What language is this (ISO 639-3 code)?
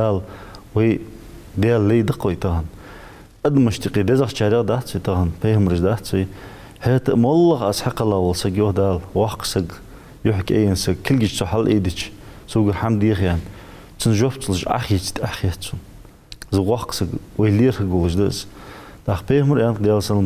inh